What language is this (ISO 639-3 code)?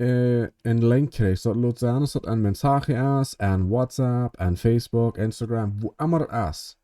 pdt